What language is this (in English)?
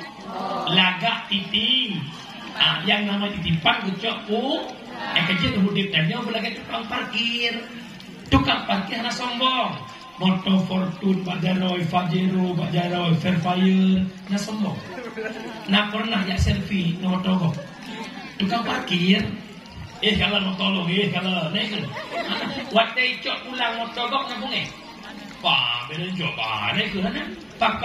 Achinese